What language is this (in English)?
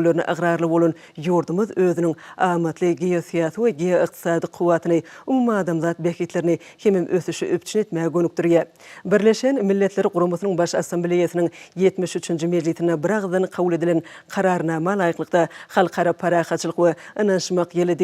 Turkmen